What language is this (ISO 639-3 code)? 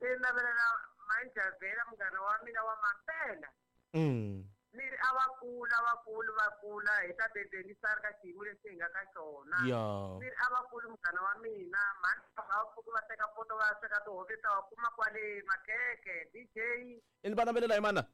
tso